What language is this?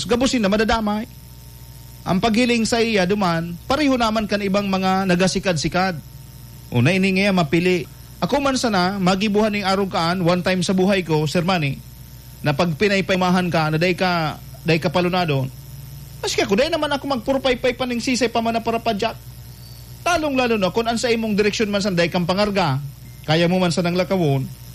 Bikol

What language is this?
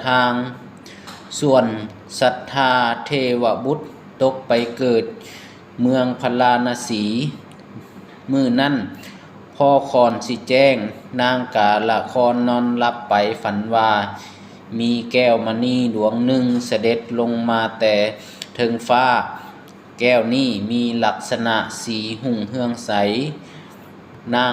Lao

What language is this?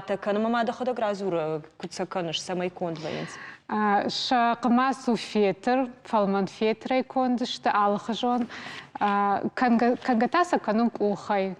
Ossetic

